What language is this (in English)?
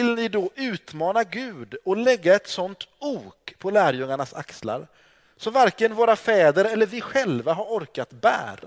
Swedish